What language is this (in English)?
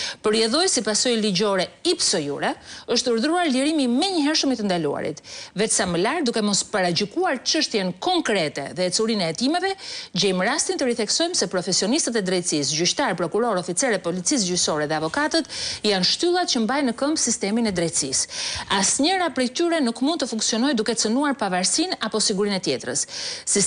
Albanian